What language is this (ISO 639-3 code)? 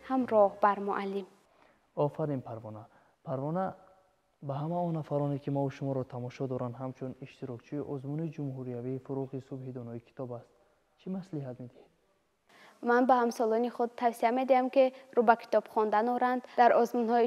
tgk